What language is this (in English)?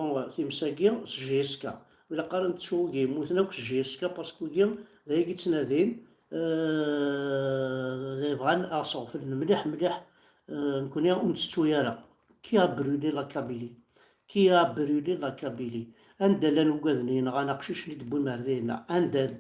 Kabyle